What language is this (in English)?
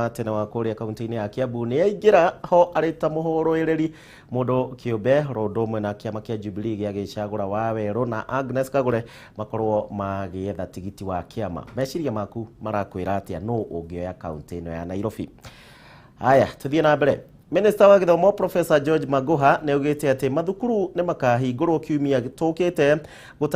Kikuyu